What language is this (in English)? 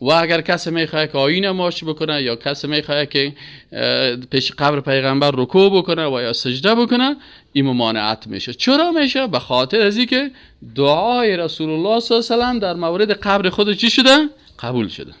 Persian